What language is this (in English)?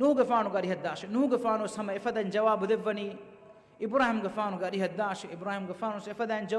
Divehi